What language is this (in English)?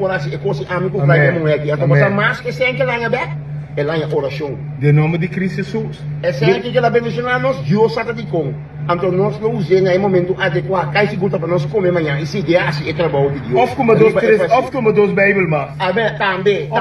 Papiamento